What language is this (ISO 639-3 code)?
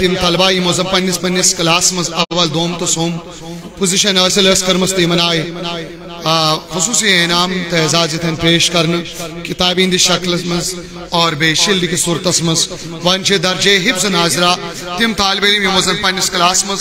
kas